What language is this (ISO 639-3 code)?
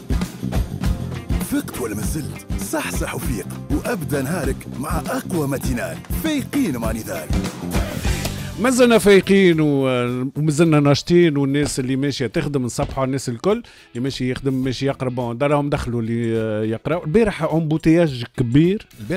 aeb